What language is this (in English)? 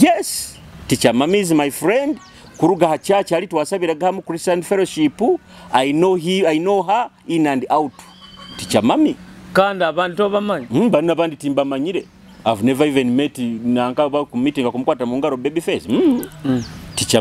Nyoro